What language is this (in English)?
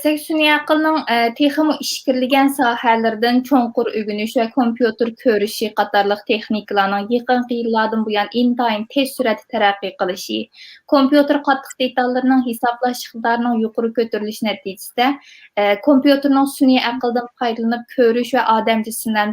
Uyghur